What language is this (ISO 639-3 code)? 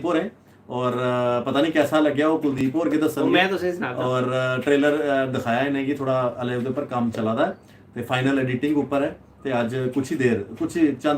doi